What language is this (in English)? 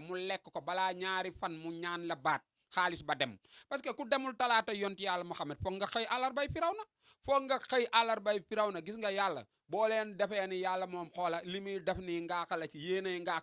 Wolof